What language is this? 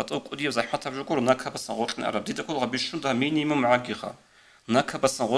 Avaric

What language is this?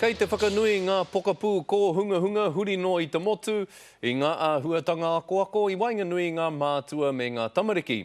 Māori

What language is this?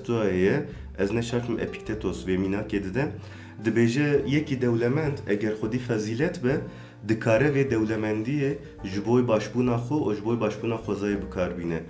Kurdish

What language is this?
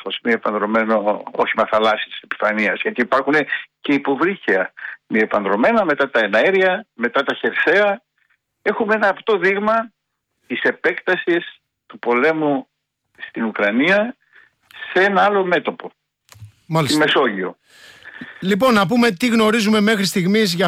Greek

